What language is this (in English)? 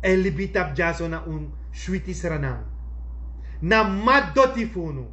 Sranan Tongo